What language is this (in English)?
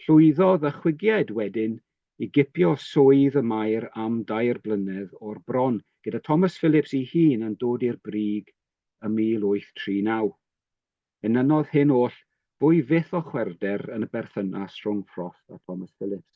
Welsh